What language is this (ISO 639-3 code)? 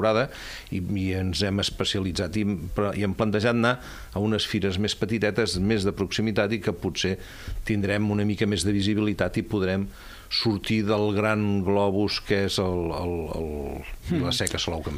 cat